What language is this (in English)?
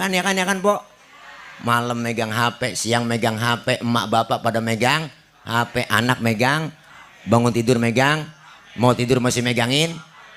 Betawi